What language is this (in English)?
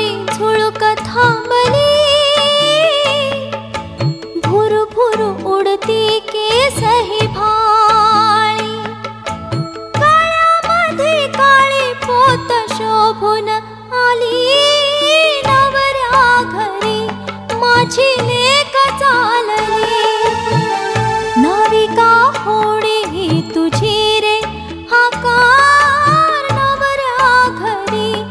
Marathi